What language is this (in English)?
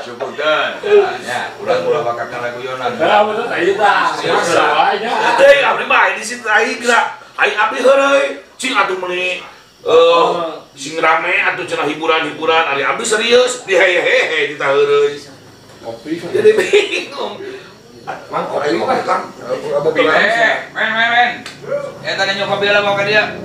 Sundanese